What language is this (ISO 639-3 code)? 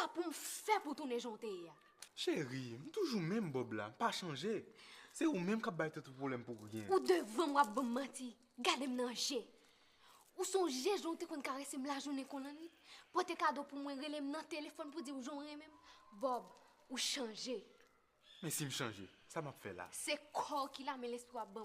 hat